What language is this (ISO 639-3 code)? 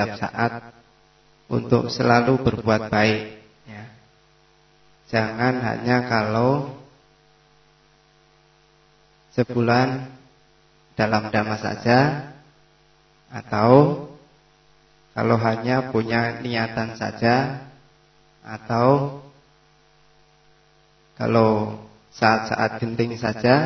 ind